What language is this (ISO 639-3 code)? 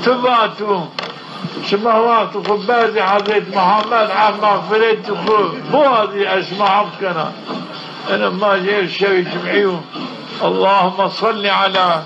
zza